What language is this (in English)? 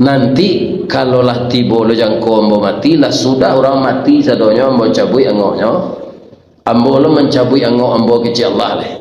Minangkabau